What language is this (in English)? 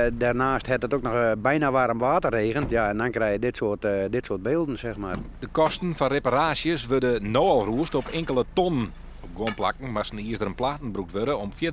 Western Frisian